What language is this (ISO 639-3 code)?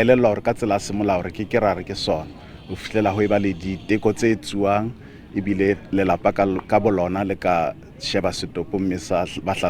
sot